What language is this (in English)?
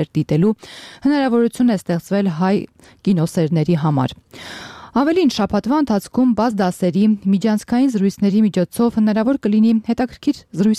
Armenian